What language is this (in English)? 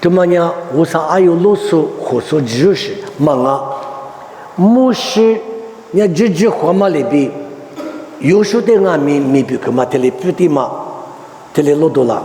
Lisu